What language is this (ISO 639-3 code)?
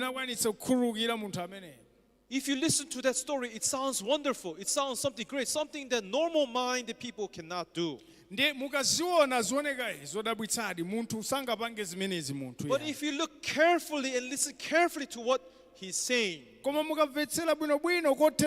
nya